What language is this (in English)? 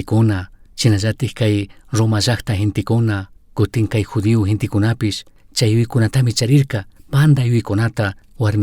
Chimborazo Highland Quichua